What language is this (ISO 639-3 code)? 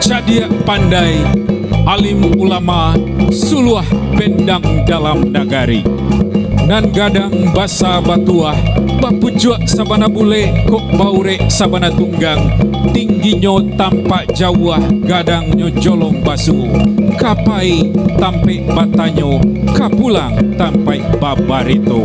min